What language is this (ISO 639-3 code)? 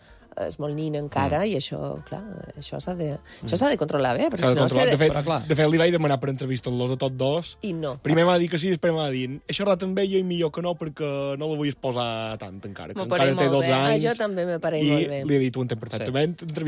cat